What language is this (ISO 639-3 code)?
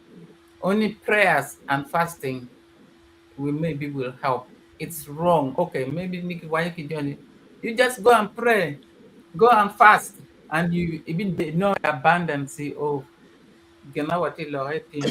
ach